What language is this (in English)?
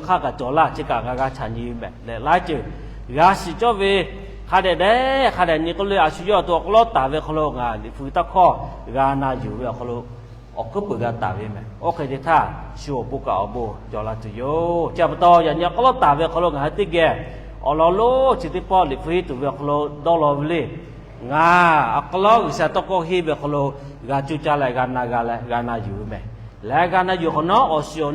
Lahu